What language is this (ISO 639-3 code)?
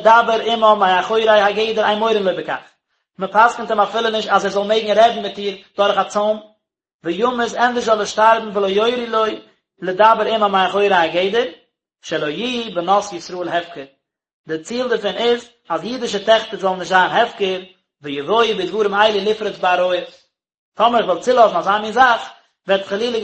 yid